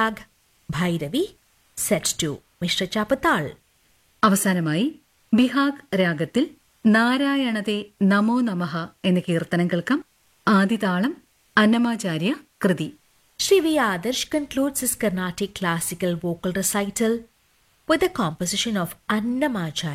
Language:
Malayalam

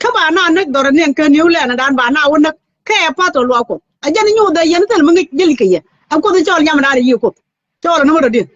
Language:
Nuer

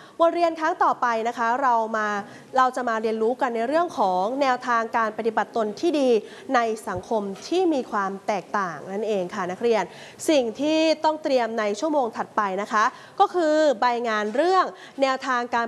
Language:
Thai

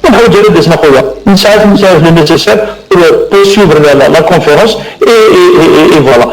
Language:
Kabyle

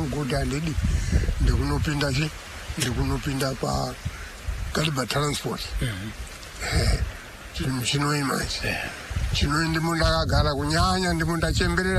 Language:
Shona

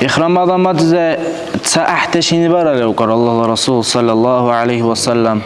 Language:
Dargwa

